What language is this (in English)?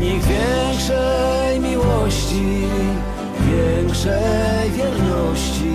Silesian